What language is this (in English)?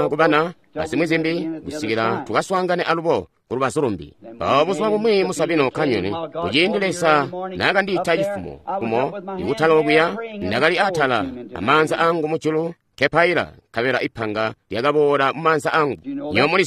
Tonga (Zambia)